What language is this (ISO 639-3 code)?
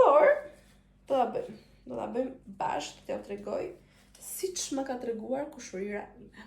sqi